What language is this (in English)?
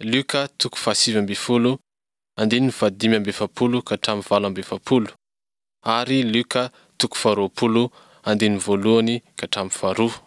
Malagasy